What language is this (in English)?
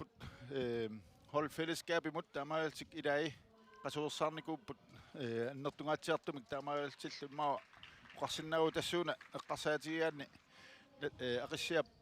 Kalaallisut